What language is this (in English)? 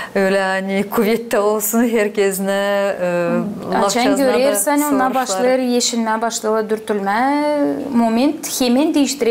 Gagauz